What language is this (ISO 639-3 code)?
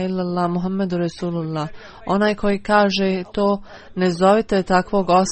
bos